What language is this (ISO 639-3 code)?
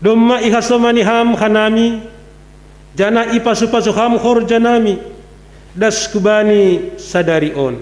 bts